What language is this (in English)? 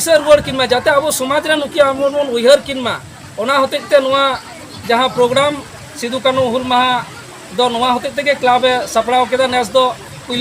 Santali